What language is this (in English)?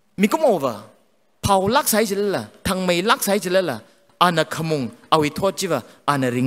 Tangkhul Naga (India)